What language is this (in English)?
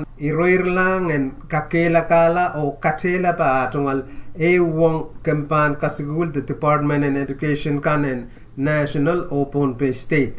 Pohnpeian